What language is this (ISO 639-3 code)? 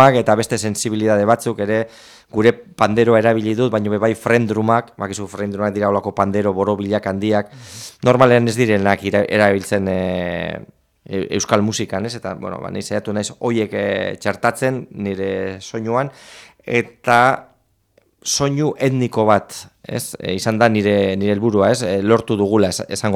eus